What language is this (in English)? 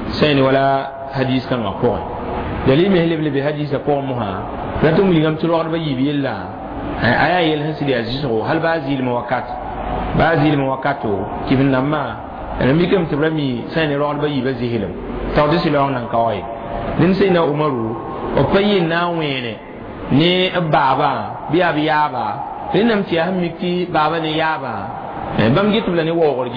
Mossi